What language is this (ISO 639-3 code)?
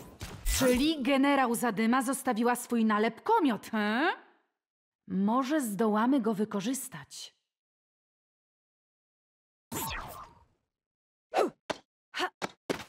pol